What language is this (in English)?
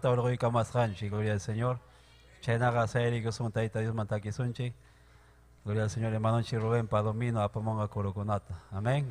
Ayacucho Quechua